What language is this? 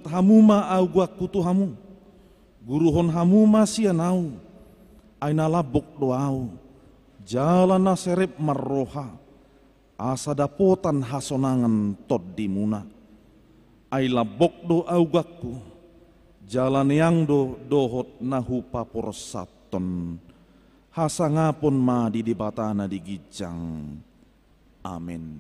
Batak Toba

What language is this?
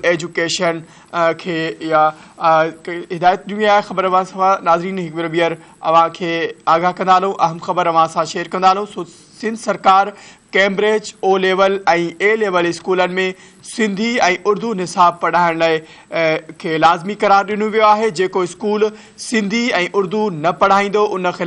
Sindhi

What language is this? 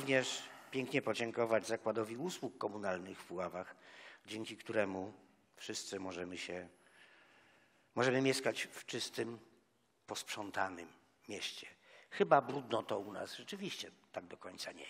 Polish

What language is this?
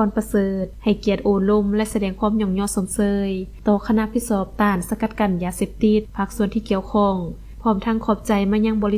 Lao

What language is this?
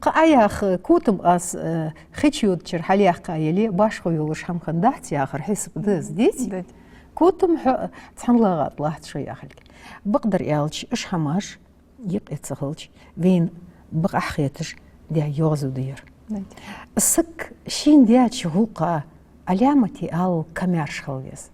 Ingush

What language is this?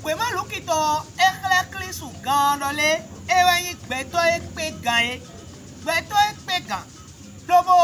Fon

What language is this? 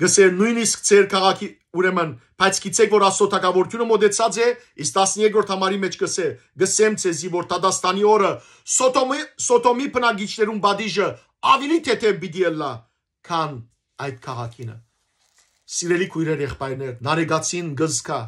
Western Armenian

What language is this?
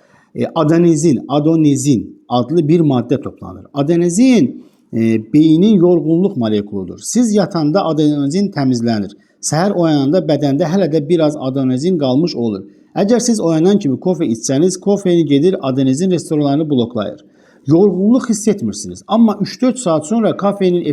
Azerbaijani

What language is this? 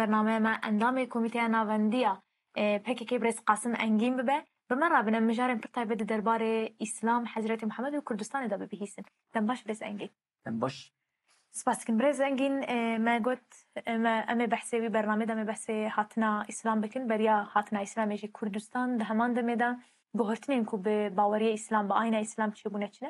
Kurdish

